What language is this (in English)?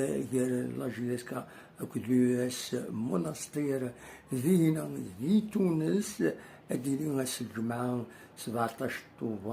Kabyle